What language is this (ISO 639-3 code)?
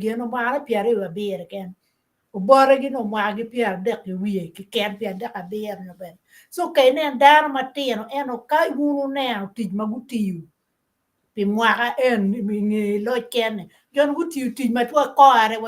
ach